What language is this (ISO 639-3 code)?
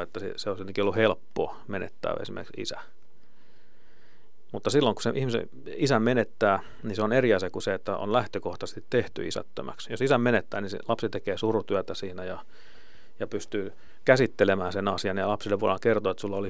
fin